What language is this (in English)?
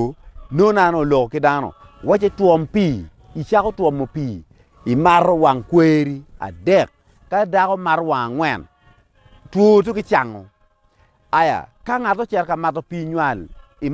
Acoli